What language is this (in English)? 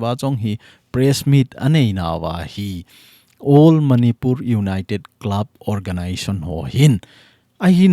Thado Chin